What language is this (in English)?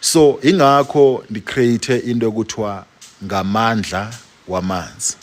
Zulu